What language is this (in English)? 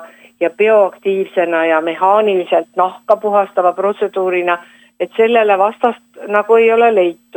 Estonian